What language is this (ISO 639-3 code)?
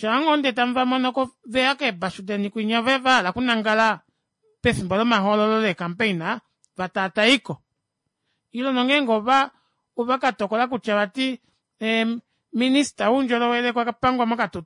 kua